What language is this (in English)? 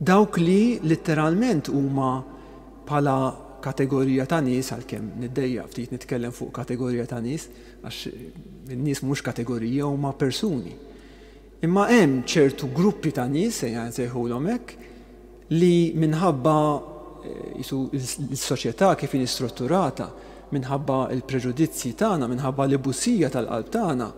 Maltese